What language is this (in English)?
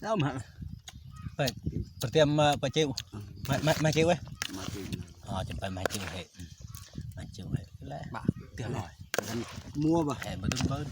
Eastern Bru